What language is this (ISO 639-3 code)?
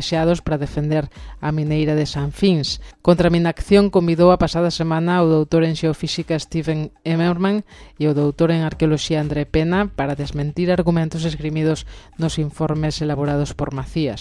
glg